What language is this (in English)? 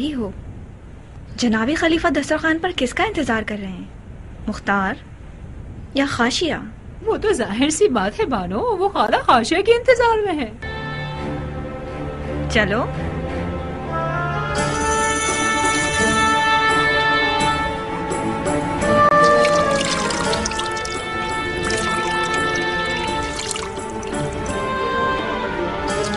Urdu